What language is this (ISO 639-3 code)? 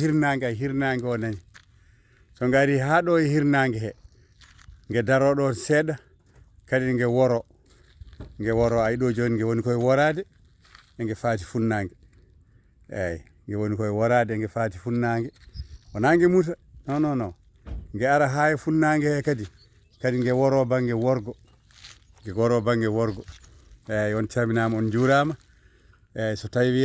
ful